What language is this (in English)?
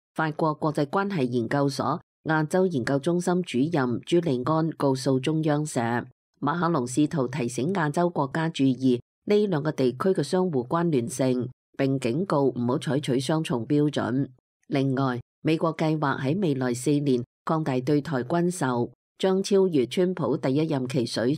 Cantonese